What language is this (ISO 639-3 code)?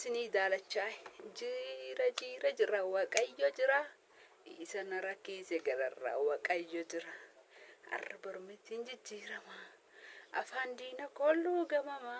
orm